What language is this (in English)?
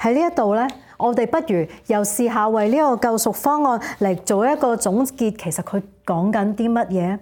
Cantonese